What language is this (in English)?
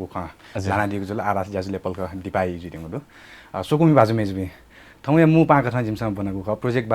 Newari